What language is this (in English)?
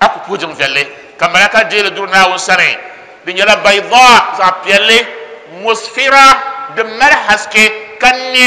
Dagbani